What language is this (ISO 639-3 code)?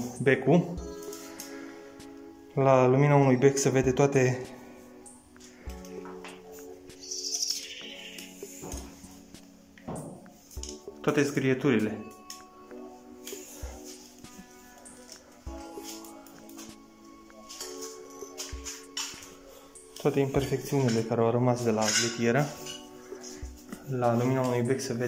ron